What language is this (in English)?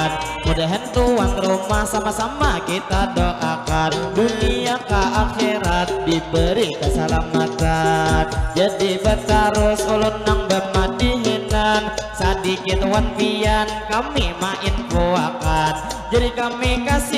Banjar